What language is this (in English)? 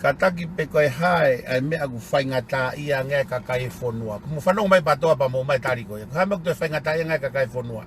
Tongan